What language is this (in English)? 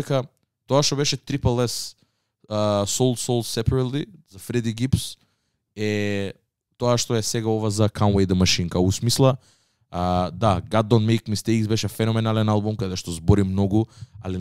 Macedonian